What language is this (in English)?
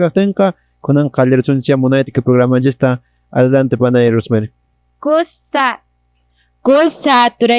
Quechua